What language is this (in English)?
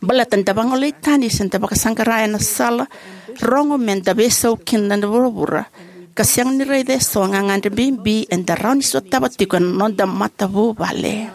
Fijian